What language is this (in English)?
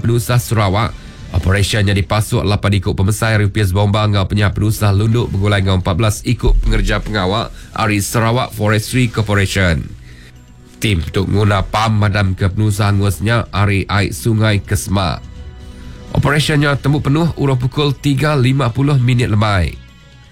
Iban